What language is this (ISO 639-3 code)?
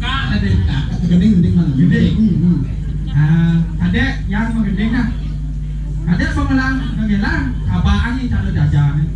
ban